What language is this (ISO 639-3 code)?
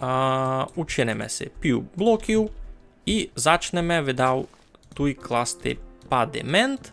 rue